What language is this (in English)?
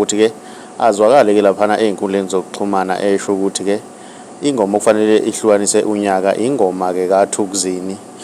Zulu